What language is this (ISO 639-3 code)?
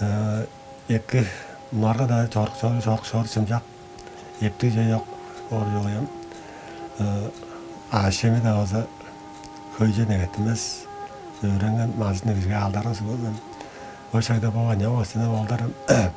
tyv